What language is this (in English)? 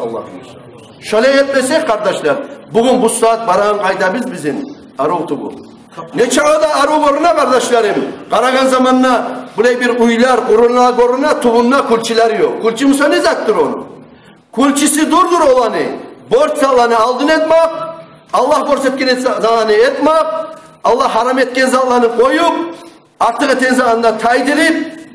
Kumyk